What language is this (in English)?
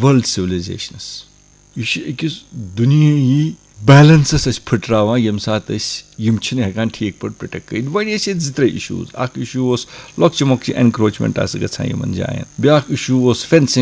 Kashmiri